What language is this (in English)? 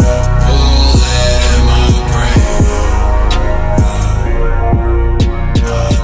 English